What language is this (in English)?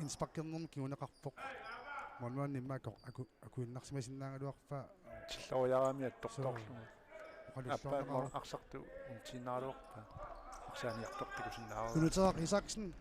Kalaallisut